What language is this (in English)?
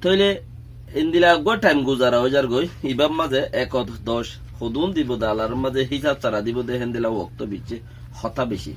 Rohingya